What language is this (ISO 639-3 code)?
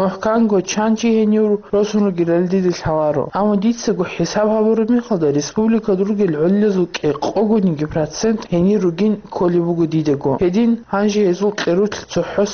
ava